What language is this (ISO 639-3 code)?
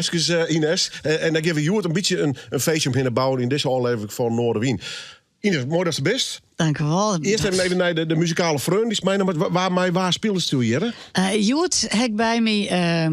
fry